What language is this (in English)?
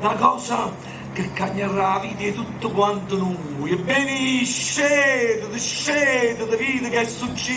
Neapolitan